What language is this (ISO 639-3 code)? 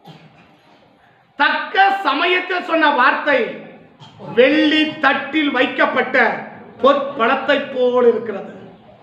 tam